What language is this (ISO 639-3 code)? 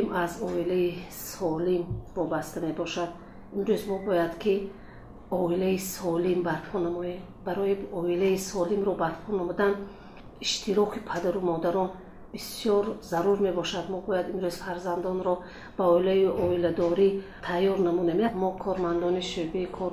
tgk